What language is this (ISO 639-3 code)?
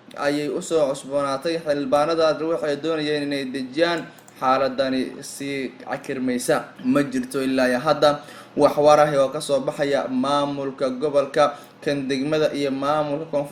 som